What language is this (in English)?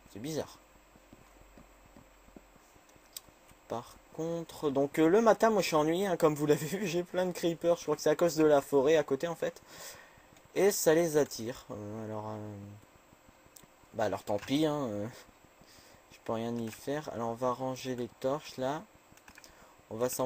French